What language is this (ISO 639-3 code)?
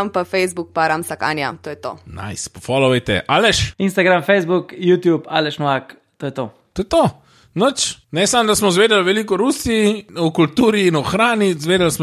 slv